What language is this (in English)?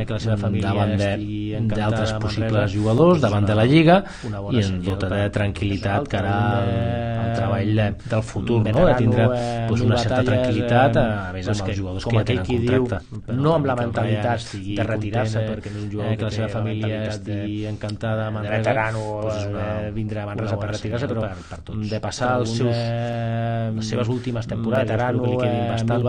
Catalan